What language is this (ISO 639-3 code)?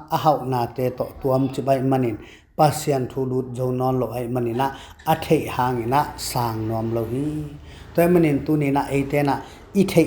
ctd